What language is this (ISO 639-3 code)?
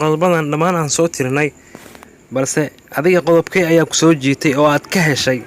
som